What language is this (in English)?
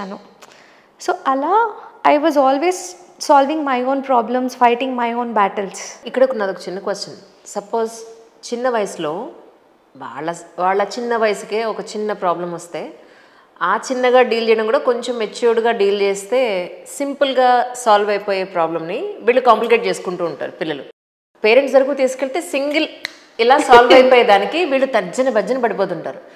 Telugu